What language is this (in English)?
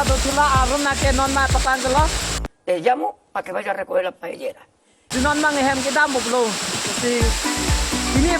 Karbi